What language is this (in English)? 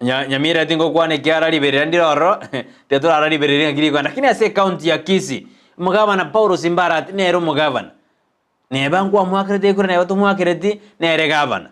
Gusii